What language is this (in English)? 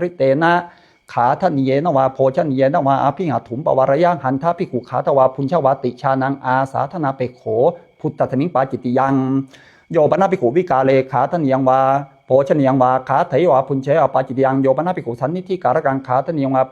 Pali